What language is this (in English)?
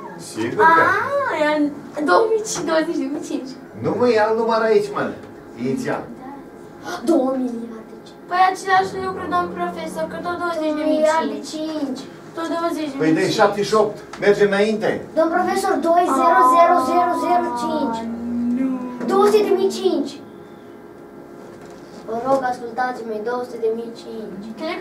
Romanian